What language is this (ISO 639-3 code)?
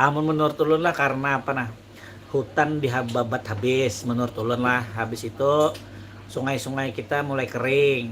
bjn